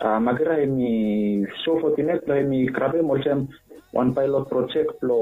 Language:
Bislama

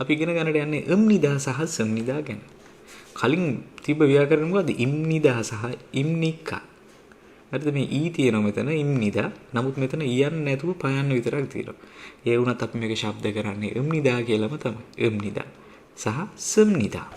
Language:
Sinhala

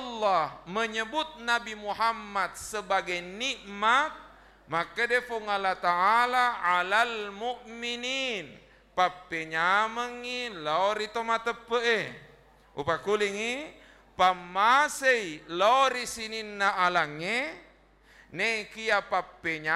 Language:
Buginese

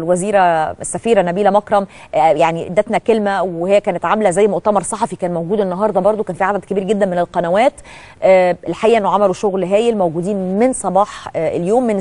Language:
Egyptian Arabic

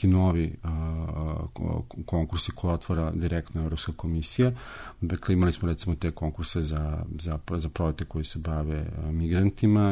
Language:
Serbian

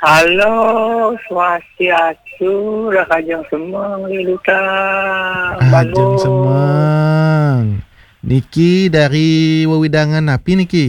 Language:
Balinese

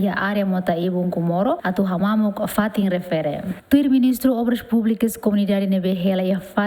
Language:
Tetum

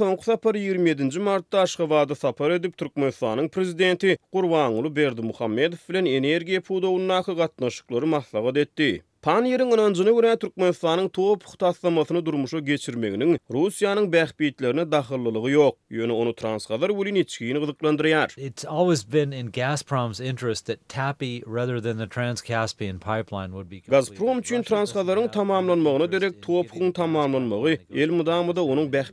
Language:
Turkmen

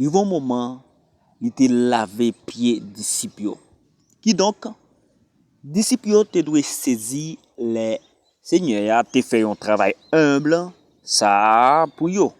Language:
Haitian Creole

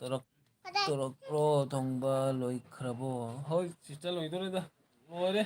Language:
Manipuri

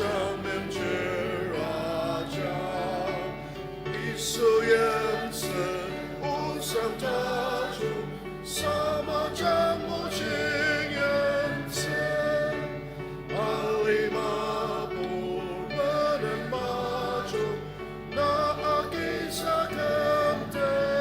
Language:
Ao Naga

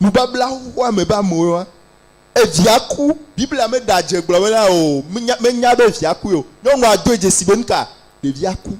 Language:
Ewe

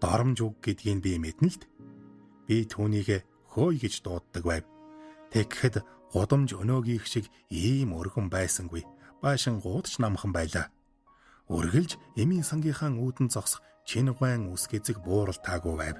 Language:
Mongolian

